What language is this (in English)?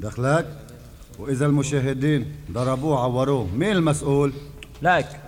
North Levantine Arabic